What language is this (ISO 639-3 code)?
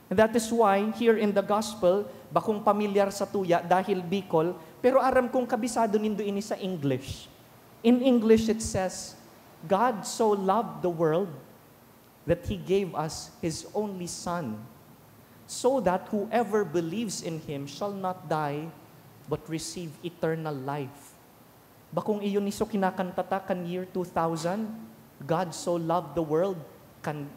bik